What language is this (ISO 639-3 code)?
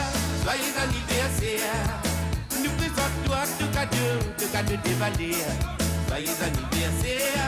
mfe